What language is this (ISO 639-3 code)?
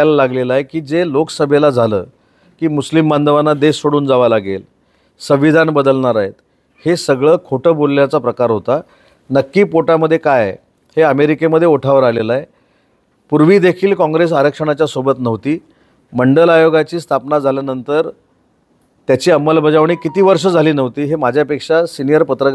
mar